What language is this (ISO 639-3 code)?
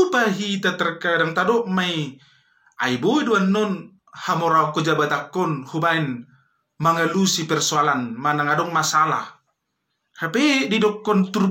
bbc